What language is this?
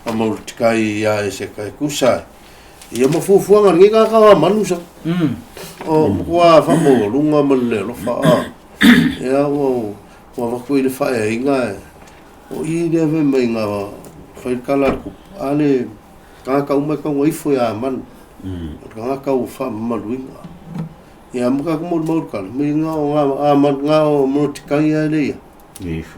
Samoan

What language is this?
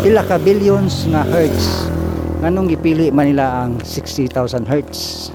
Cebuano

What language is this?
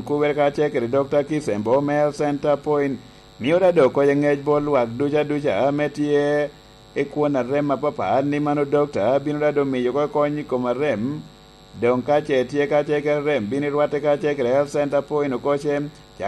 Lango (Uganda)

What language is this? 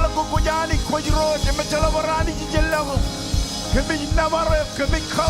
Marshallese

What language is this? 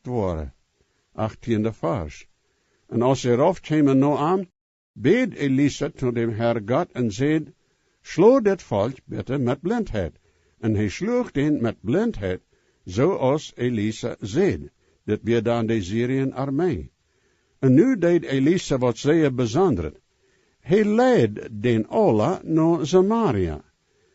Plautdietsch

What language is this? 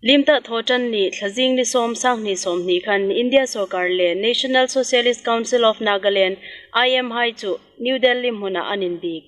Hmar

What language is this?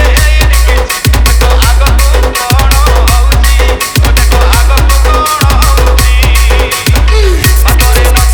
Odia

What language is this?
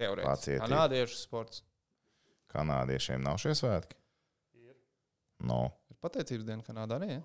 Latvian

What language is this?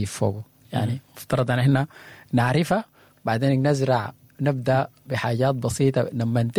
Sudanese Arabic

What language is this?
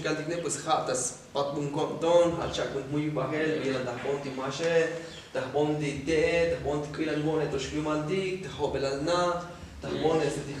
Tzotzil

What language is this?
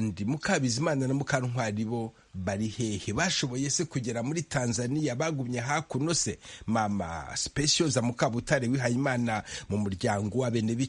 Kinyarwanda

